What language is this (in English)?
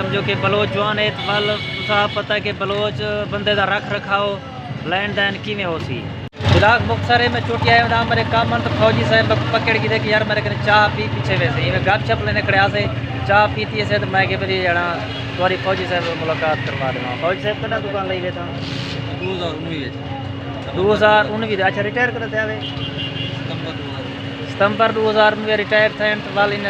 Saraiki